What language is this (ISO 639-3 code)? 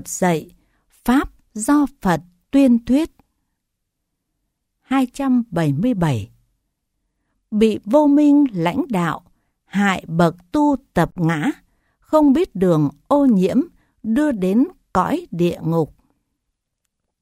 vie